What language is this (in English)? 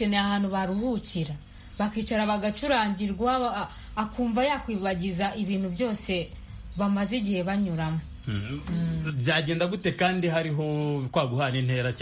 Kinyarwanda